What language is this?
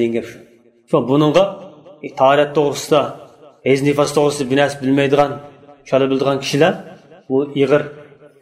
Uyghur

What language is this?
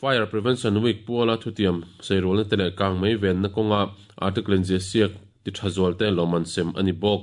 Mizo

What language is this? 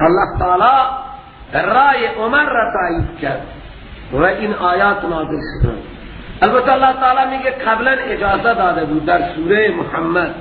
Persian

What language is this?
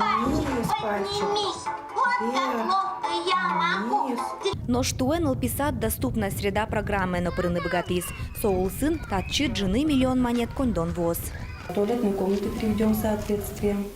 Udmurt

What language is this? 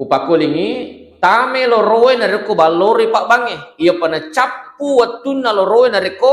Buginese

